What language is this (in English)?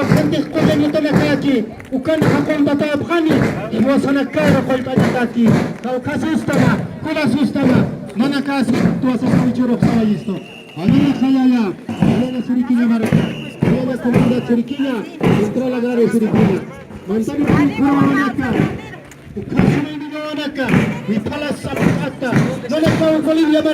Aymara